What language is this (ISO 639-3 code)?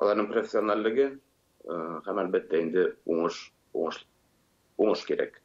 tat